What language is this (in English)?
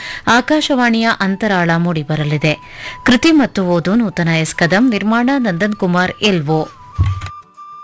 Kannada